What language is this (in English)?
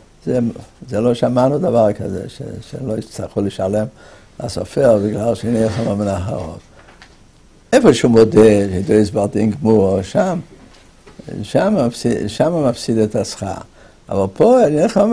Hebrew